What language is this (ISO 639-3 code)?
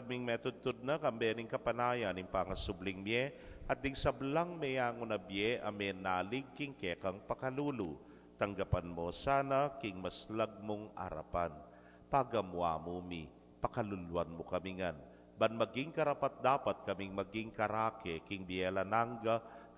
pam